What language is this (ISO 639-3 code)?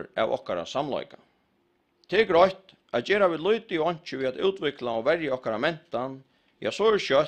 fao